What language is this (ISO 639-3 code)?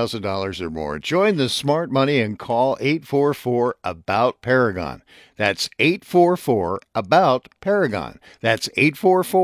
eng